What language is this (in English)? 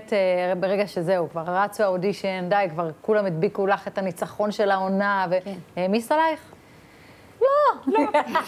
Hebrew